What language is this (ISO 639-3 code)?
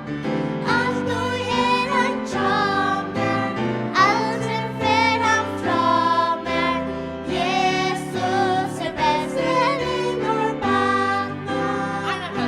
fao